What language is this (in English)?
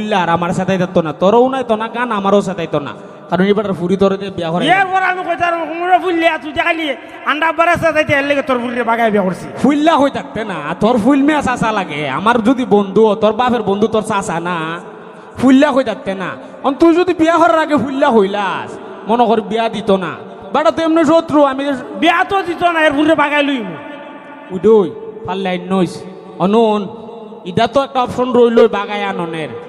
Sylheti